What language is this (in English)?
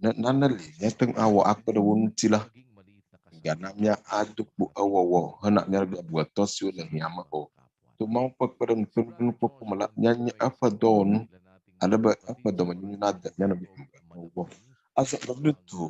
Ewe